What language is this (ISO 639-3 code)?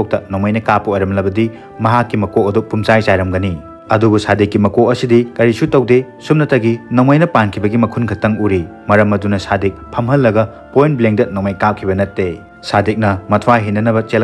mni